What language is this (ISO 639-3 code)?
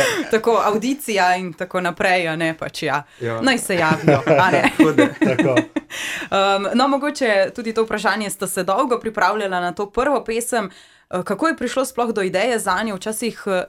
slv